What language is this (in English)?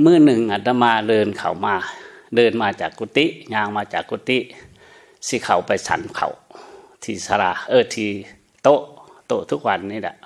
Lao